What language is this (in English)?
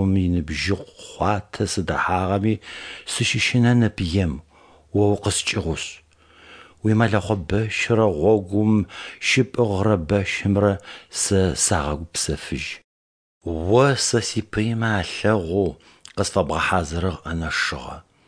Adyghe